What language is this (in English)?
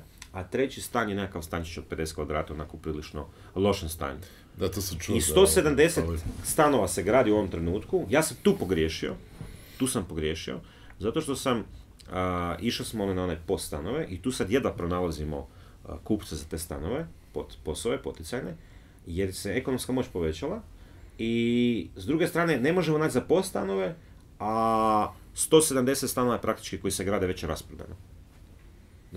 Croatian